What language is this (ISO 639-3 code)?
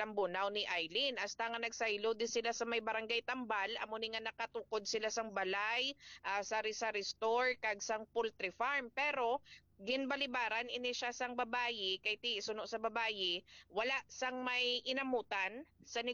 hil